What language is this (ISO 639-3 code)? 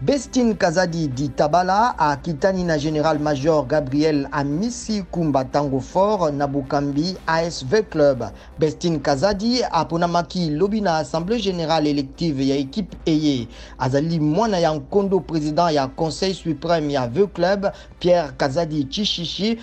lin